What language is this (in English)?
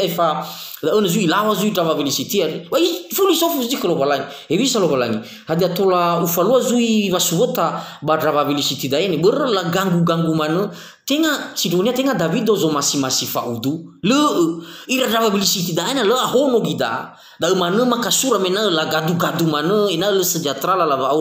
Nias